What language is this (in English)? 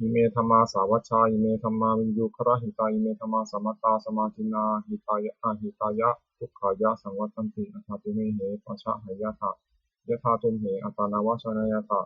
Pali